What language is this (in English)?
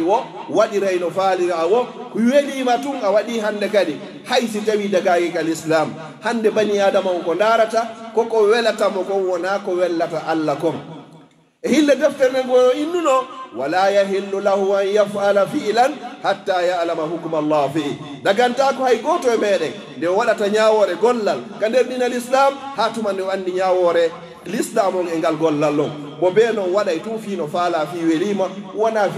Pular